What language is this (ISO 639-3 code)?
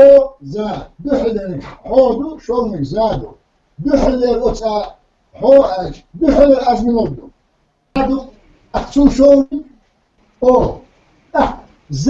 che